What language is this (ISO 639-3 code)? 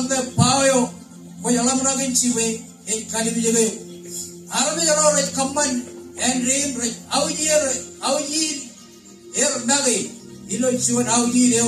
mah